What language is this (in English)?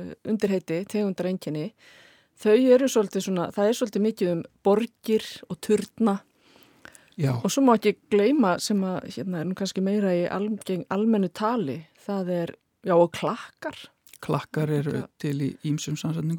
Icelandic